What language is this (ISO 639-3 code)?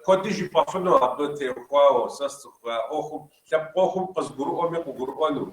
kbd